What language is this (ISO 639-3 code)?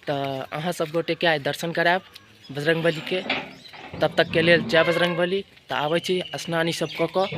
mai